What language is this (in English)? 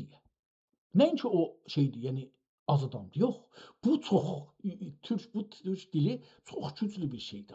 South Azerbaijani